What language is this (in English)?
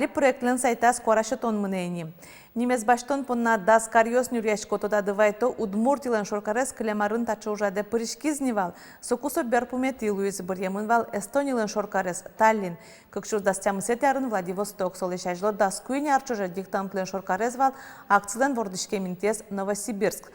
Udmurt